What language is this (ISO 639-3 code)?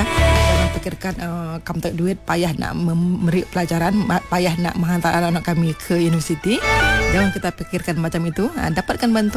msa